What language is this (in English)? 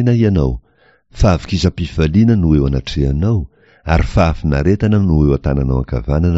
Malagasy